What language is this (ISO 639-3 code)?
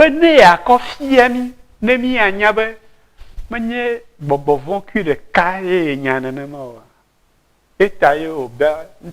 ewe